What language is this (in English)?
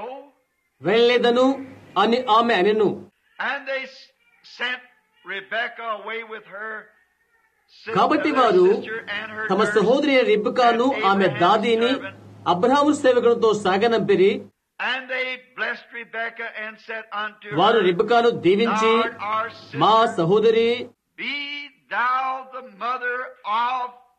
Telugu